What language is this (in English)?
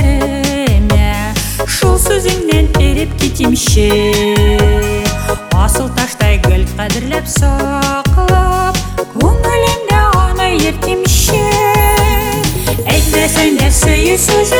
Tatar